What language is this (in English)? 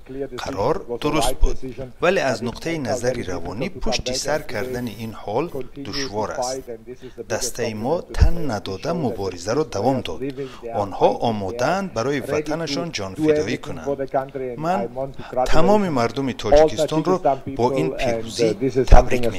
Tajik